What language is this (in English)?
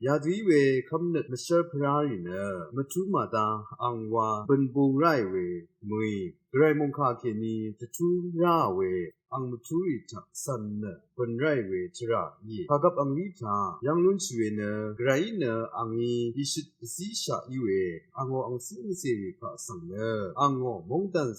Rawang